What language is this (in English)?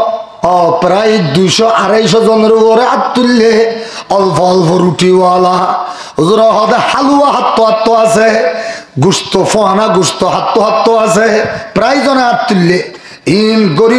Rohingya